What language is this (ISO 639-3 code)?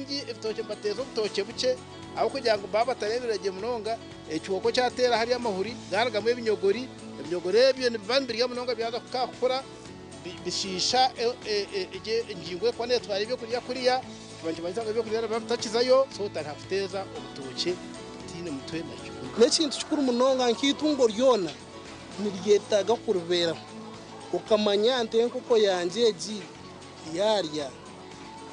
nyn